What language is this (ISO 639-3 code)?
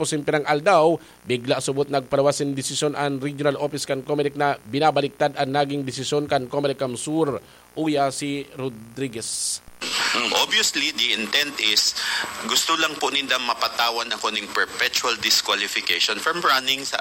bik